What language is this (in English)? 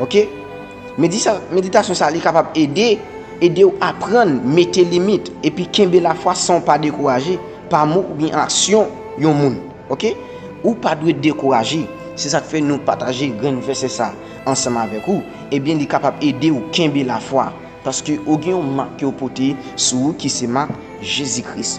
Haitian Creole